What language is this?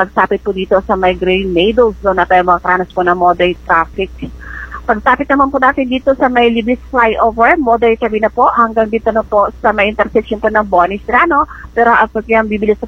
Filipino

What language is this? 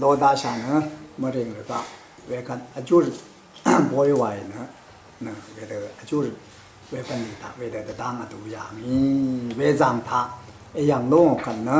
Rawang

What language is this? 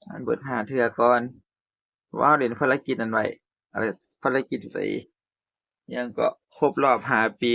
Northeastern Thai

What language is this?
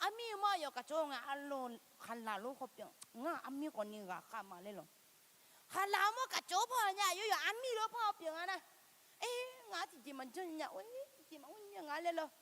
Akha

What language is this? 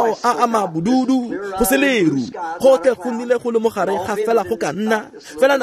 Tswana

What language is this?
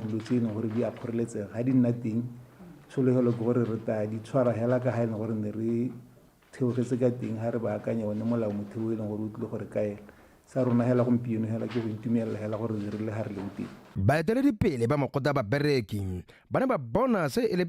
Tswana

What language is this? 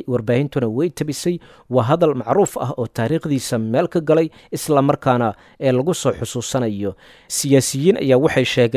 Somali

